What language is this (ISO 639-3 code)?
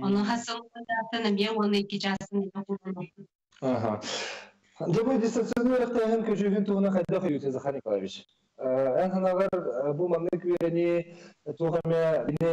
sah